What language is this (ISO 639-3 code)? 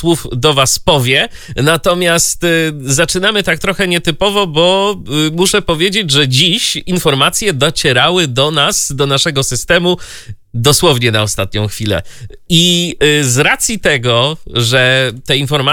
pol